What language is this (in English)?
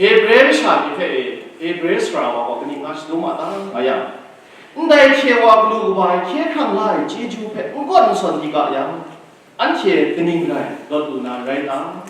Kachin